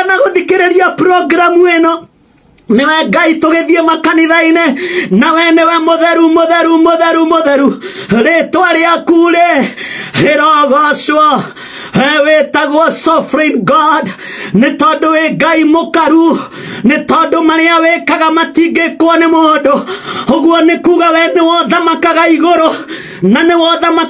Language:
Kikuyu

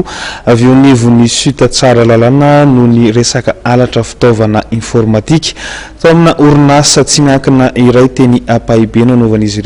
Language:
Malagasy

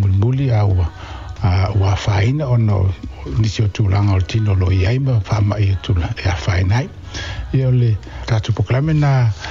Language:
Samoan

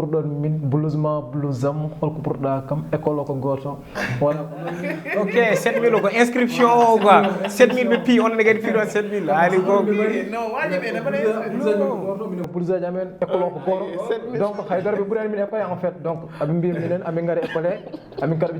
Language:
Fula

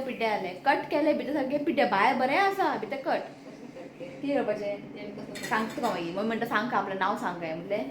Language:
Konkani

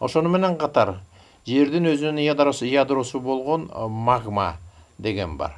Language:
Kyrgyz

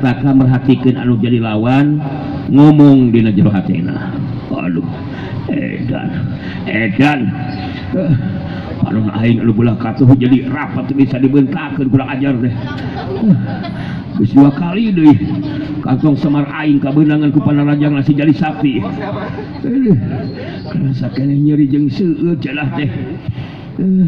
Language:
Sundanese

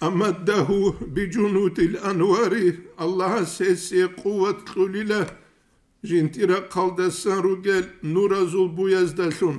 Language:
Avaric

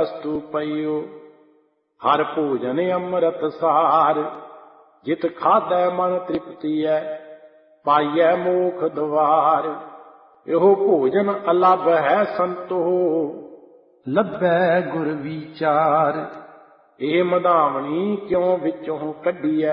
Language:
Punjabi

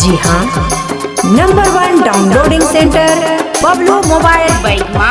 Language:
Sadri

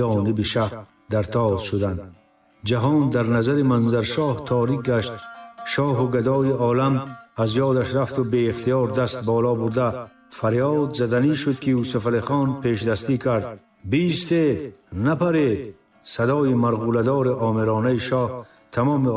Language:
Tajik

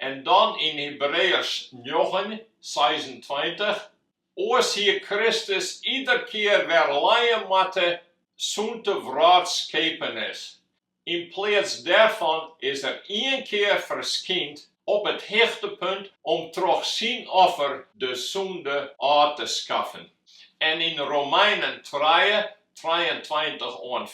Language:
Western Frisian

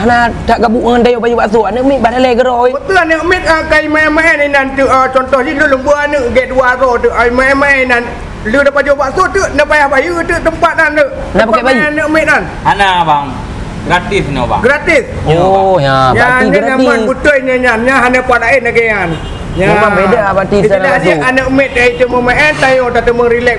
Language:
Achinese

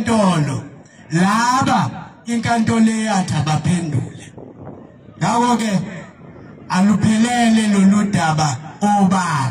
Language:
Zulu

